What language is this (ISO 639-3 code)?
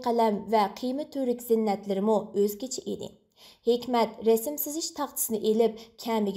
uig